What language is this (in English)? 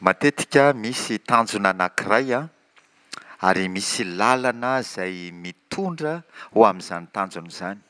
Malagasy